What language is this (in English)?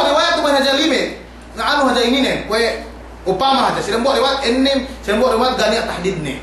Yakan